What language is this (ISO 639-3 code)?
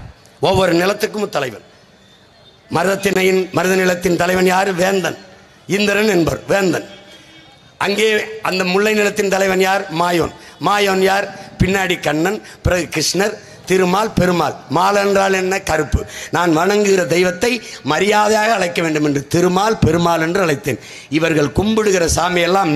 tam